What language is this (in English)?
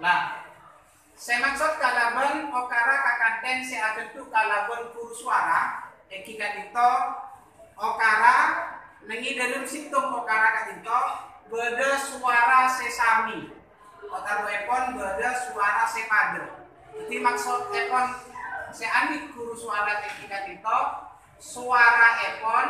Madurese